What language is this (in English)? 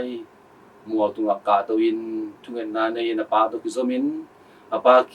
Tedim Chin